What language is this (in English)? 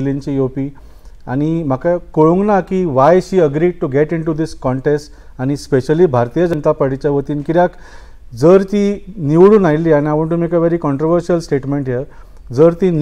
Konkani